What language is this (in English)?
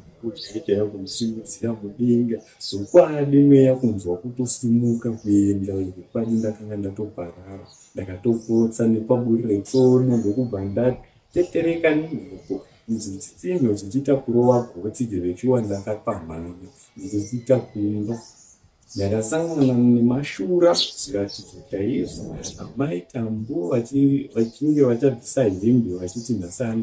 Shona